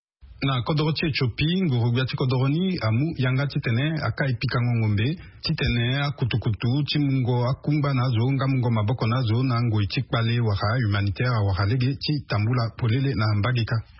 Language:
Sango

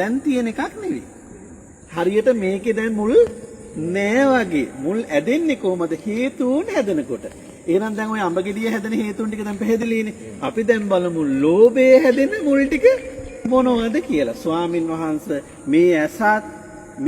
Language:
Sinhala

